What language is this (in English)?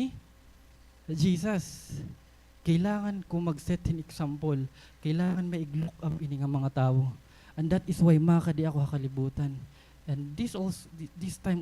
Waray